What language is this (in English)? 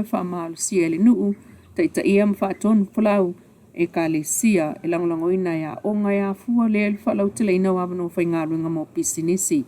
Samoan